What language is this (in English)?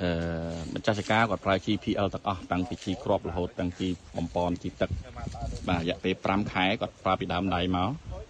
Khmer